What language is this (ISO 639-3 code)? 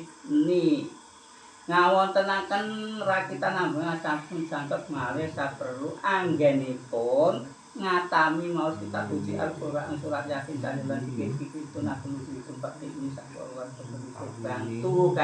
jav